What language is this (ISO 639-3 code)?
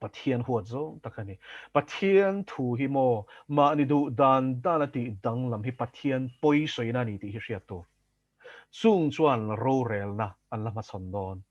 lus